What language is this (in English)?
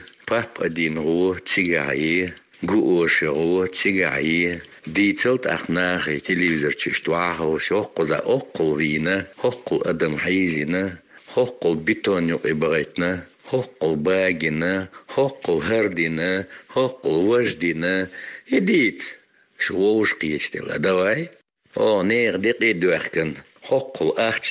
Chechen